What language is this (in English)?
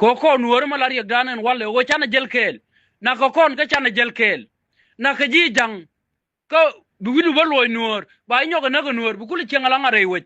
Nuer